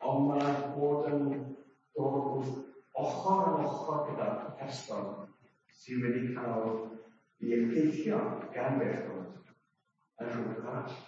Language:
Welsh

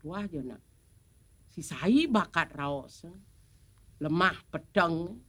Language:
Balinese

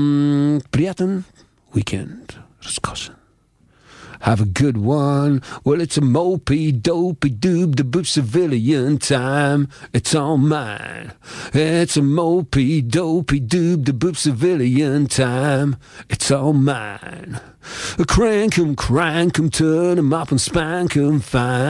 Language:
Bulgarian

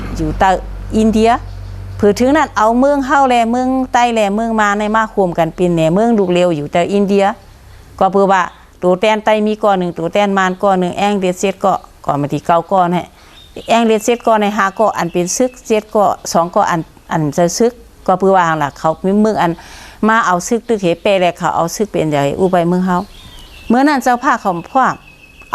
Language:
Shan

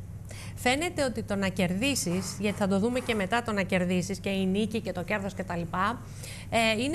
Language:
Greek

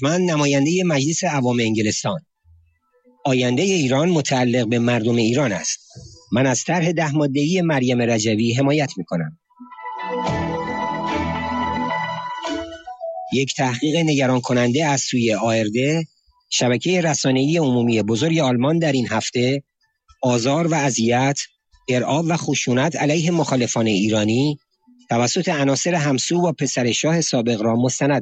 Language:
Persian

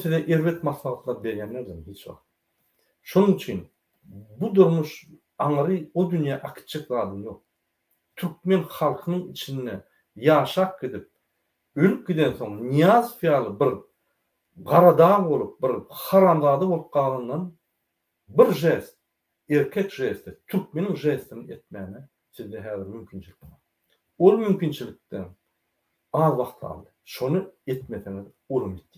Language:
Turkmen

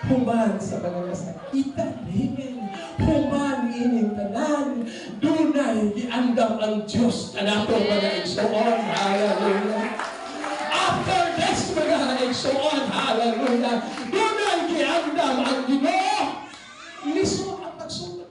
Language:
Cebuano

